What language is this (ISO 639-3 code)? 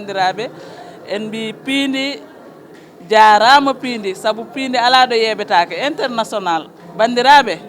ful